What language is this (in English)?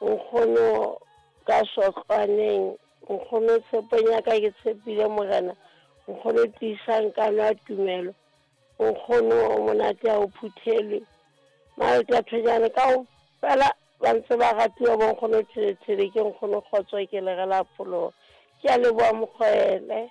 Southern Sotho